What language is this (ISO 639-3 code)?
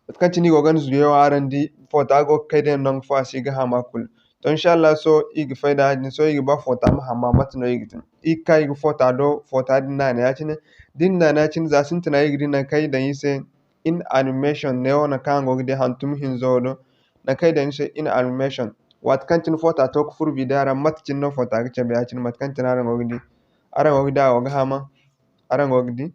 dje